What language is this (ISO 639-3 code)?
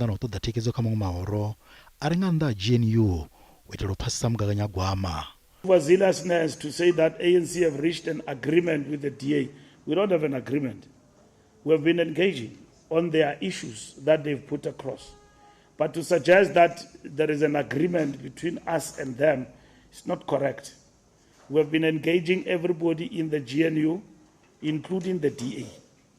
ven